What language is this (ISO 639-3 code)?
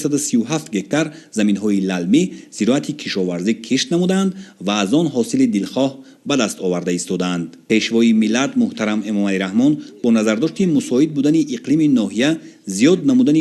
tgk